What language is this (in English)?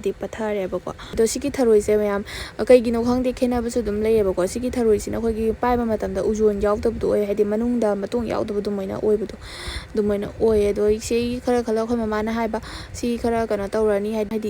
Manipuri